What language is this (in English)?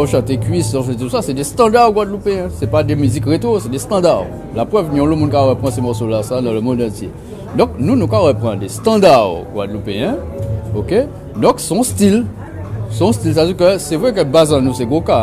Guadeloupean Creole French